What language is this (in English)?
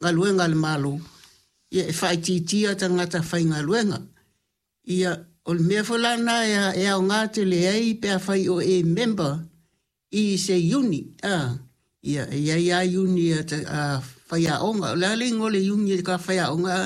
Samoan